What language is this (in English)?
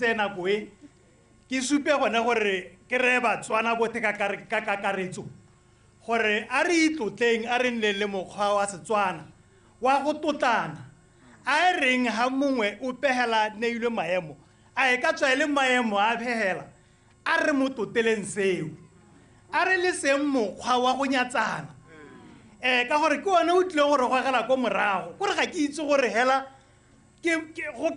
Tswana